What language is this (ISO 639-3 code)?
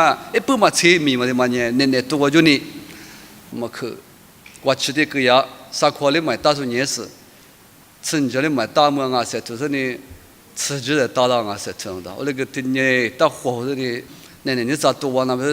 lis